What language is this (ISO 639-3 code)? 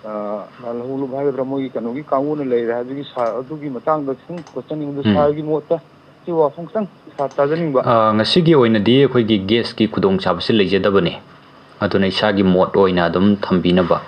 mni